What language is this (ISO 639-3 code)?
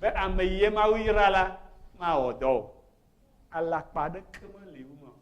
ewe